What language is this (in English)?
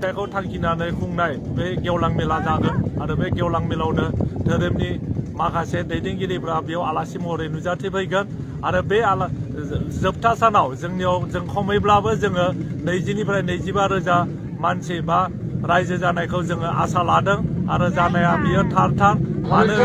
Bodo